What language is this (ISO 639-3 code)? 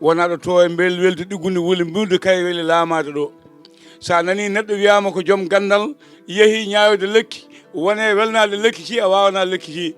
ful